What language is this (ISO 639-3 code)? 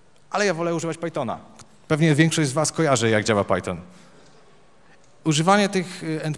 pol